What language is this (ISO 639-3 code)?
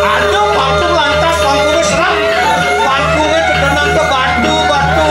ban